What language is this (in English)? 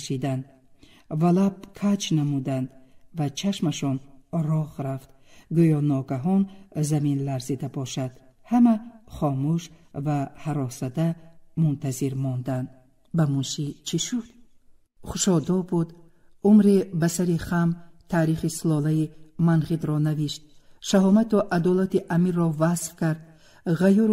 Tajik